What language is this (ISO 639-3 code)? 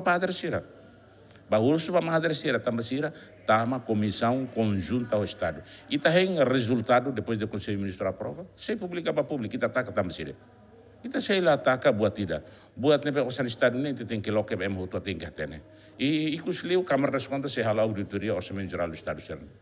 tet